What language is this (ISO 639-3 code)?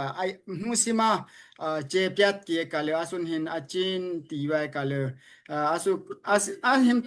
dao